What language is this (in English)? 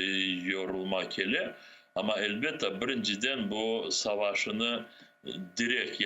Crimean Tatar